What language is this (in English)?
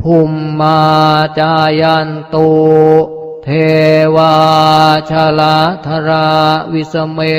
Pali